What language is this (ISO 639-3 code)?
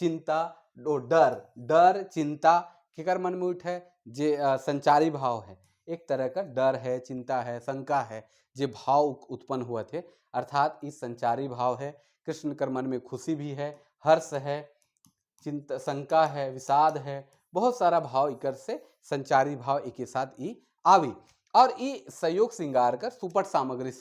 sck